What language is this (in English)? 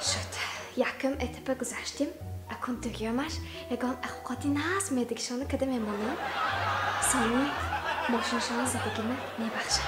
Tajik